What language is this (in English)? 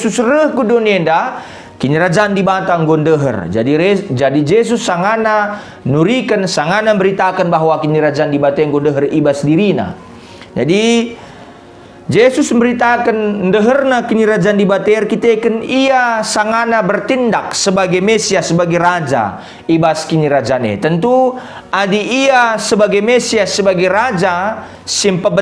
Batak Karo